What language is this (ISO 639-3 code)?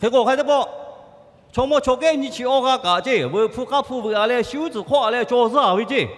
lhu